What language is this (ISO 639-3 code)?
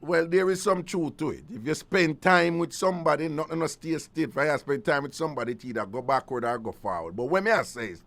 jam